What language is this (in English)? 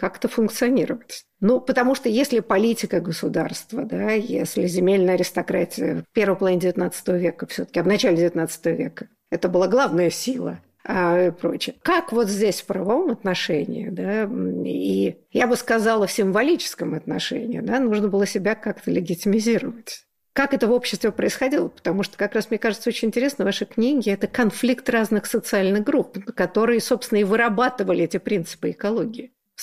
Russian